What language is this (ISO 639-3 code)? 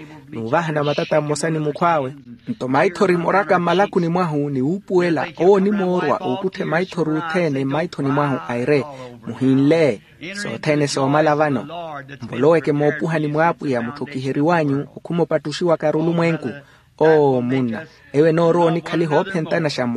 vmw